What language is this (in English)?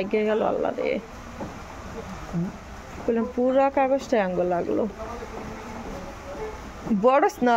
Bangla